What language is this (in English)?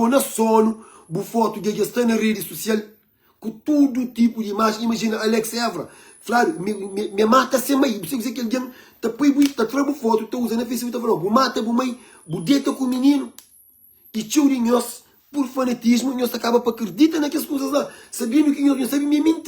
Kabuverdianu